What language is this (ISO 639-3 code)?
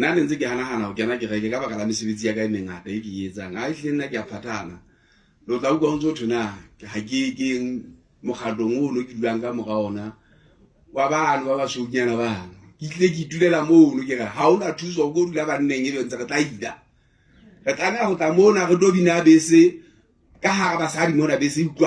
sot